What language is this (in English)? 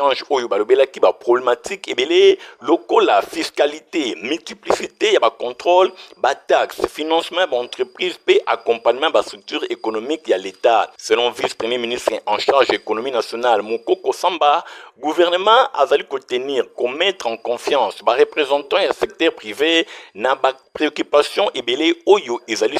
Lingala